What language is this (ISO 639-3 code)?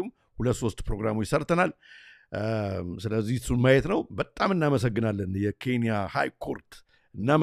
amh